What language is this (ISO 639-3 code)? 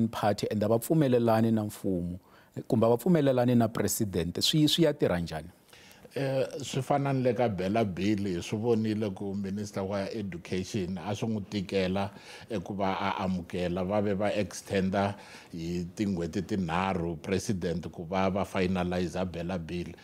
tso